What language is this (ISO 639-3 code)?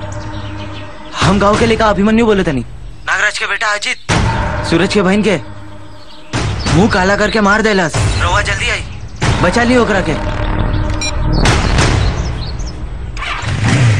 bho